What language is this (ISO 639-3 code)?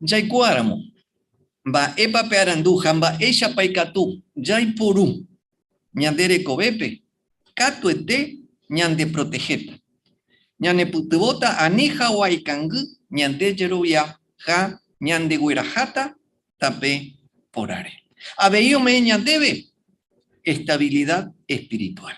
grn